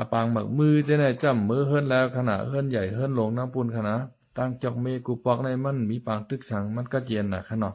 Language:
Shan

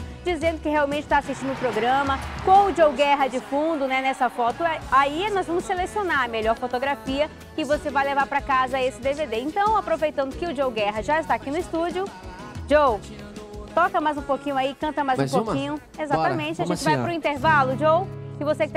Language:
Portuguese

